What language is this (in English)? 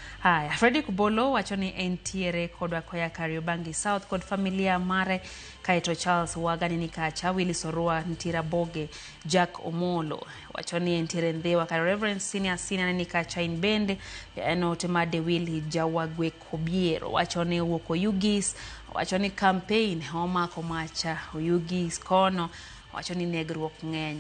Luo (Kenya and Tanzania)